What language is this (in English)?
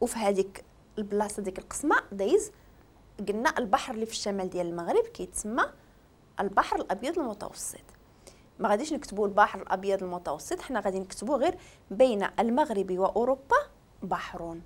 Moroccan Arabic